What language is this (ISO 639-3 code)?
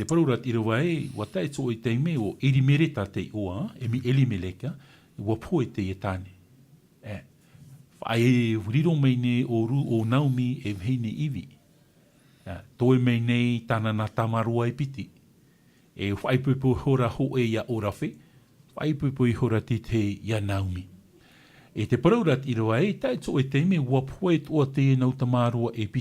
tah